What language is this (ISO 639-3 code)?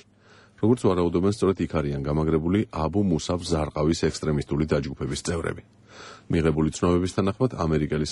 kat